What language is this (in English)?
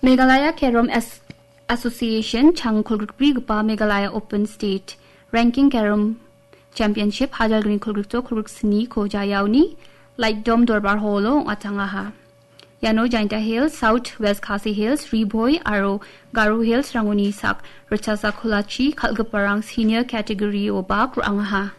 Garo